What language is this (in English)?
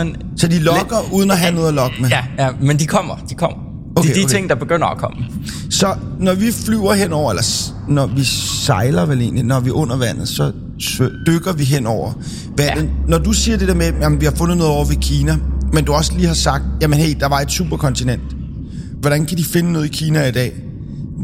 Danish